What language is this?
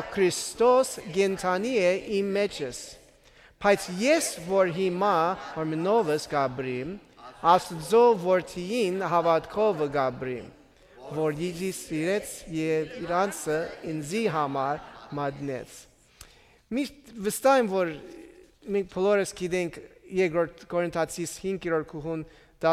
Armenian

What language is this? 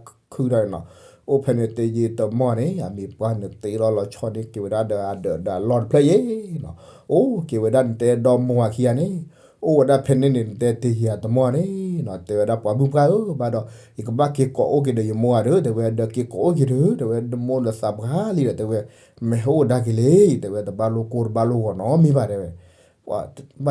S'gaw Karen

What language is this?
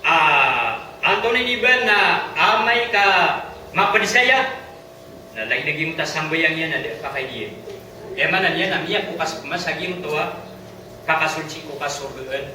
Maranao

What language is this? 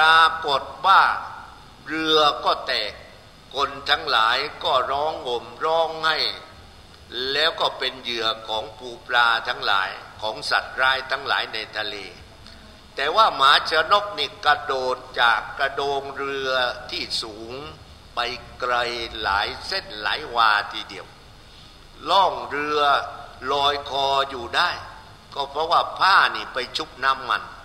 Thai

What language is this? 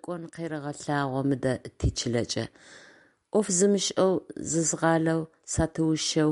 Adyghe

